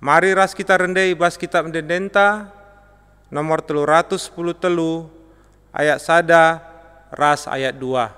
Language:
Batak Karo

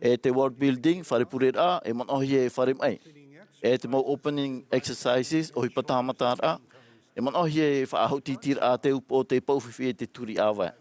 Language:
Tahitian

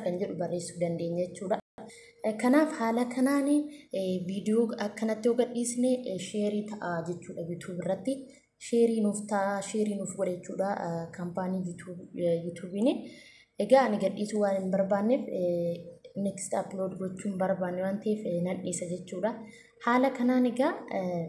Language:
Oromo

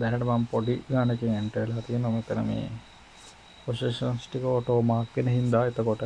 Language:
Sinhala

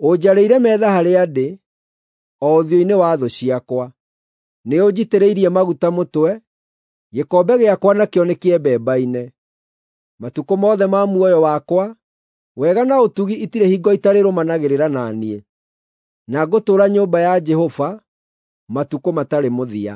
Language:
Kikuyu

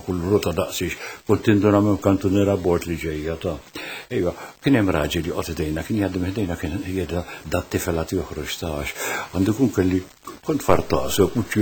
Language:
Maltese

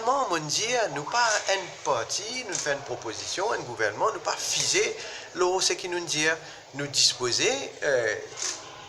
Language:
Morisyen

